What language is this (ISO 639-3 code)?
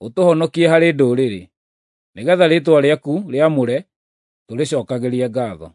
kik